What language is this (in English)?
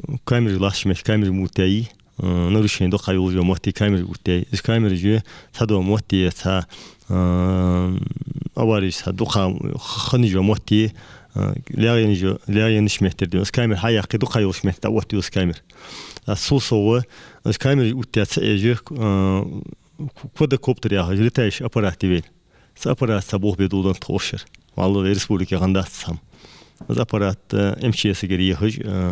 Ingush